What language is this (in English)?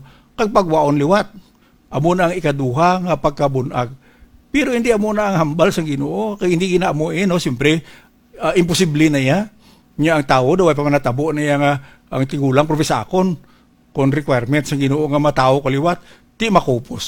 Hiligaynon